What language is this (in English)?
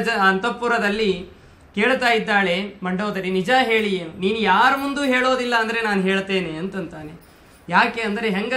Kannada